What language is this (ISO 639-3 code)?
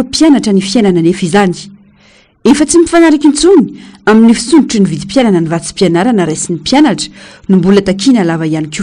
mlg